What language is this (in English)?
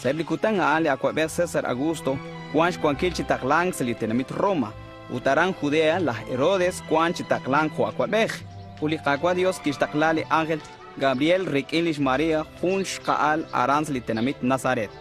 Kekchí